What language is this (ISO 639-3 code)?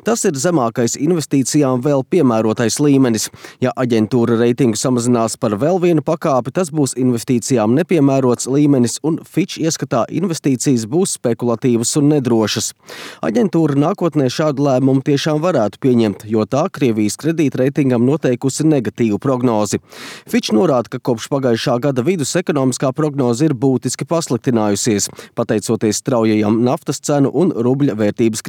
lav